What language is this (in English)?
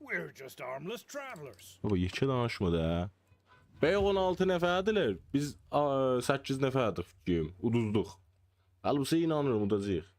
South Azerbaijani